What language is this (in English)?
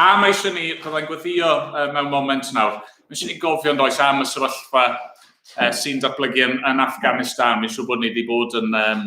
Welsh